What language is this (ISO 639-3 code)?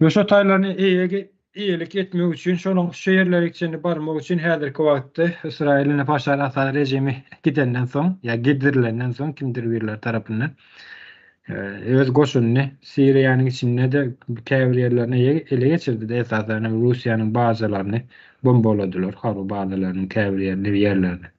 tuk